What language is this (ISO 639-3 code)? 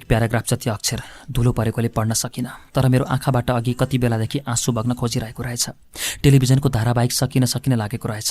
nep